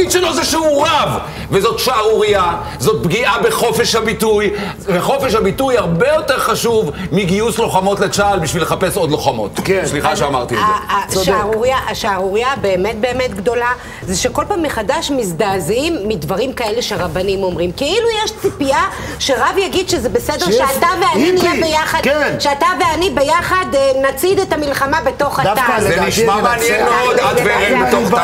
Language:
Hebrew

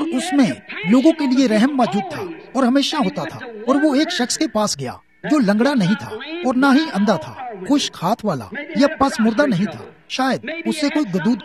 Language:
Urdu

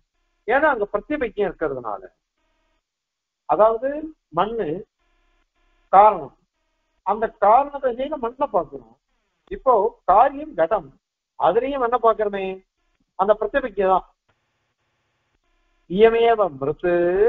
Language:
Tamil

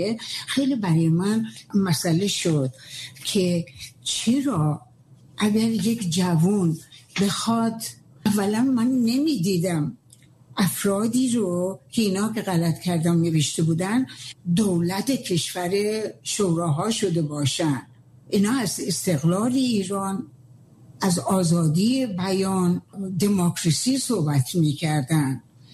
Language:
Persian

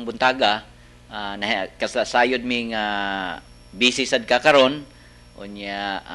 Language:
Cebuano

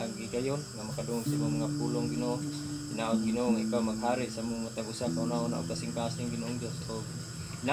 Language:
Cebuano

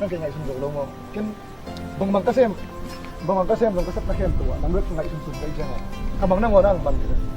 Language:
Tedim Chin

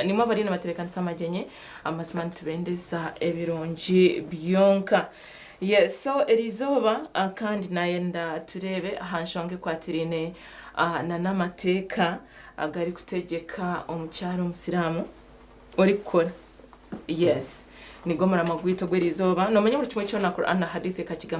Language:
Nyankole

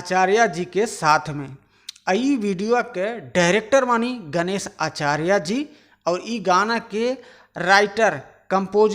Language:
Bhojpuri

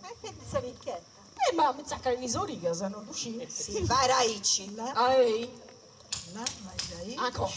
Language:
Sardinian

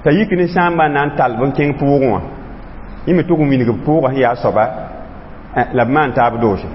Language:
Mossi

